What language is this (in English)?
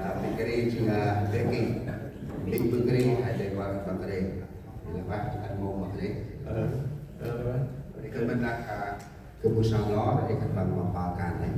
Central Mnong